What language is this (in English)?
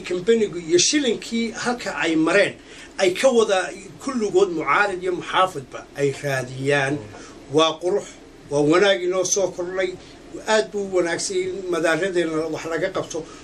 Somali